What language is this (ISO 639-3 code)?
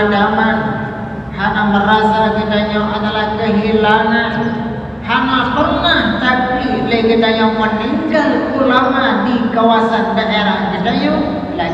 ace